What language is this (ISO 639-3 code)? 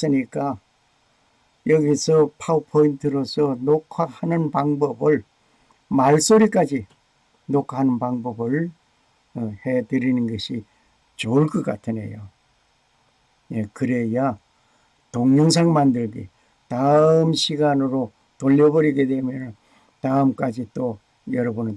kor